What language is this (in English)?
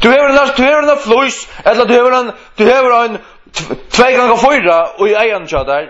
Faroese